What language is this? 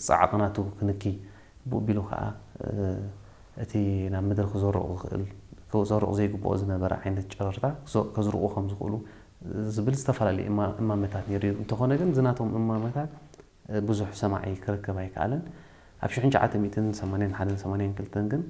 Tigrinya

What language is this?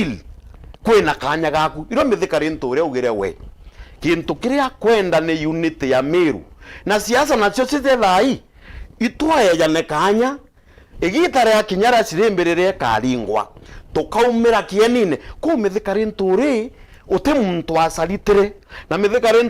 Meru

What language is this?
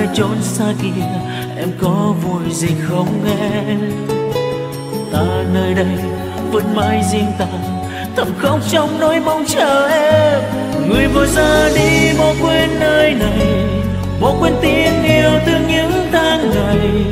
Vietnamese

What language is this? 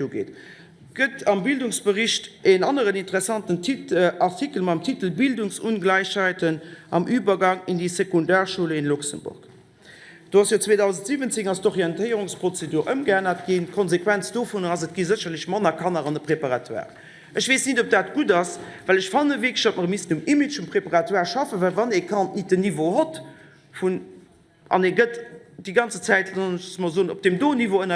Luxembourgish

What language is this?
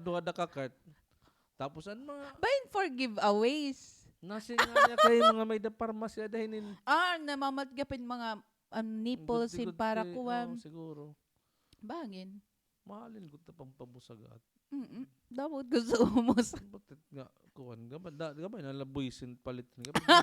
Waray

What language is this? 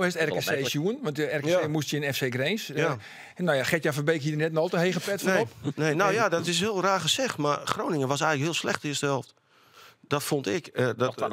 Western Frisian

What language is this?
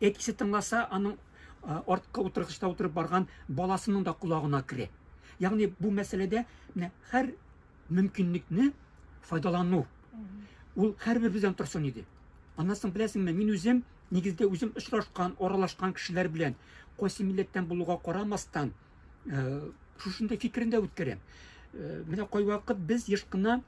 Tatar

